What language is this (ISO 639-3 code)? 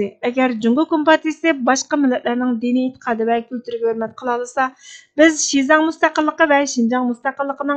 uig